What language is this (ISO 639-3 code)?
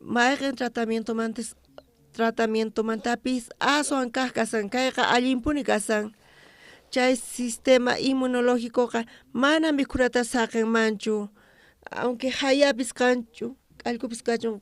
quh